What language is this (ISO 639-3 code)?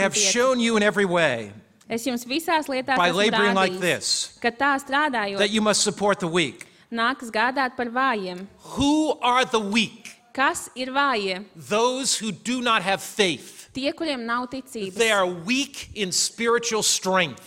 lav